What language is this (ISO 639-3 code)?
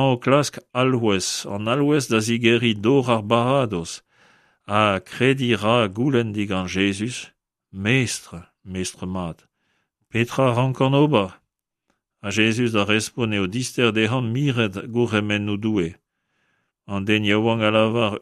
bre